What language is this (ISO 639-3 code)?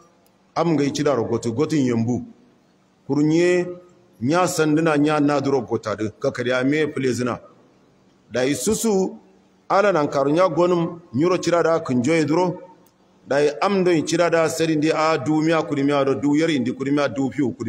hau